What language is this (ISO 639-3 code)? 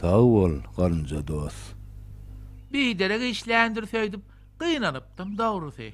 tuk